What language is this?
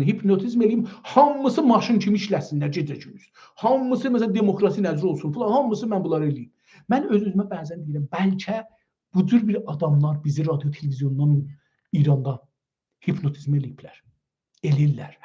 South Azerbaijani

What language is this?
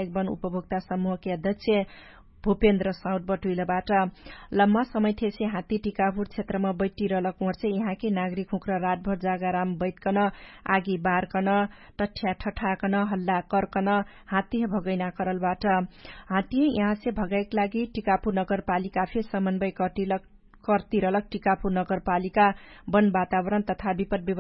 Dangaura Tharu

